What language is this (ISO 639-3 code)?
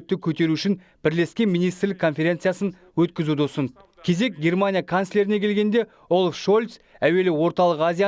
kaz